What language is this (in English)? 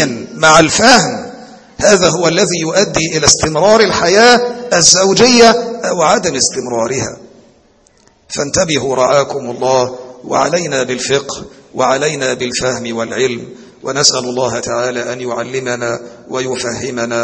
Arabic